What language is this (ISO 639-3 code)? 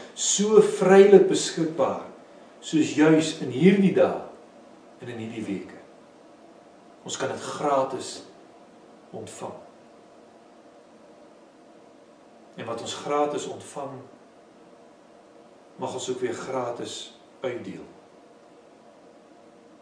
afr